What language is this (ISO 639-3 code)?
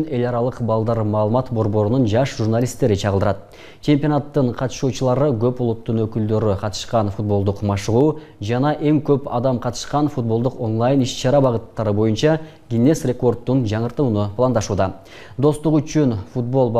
kir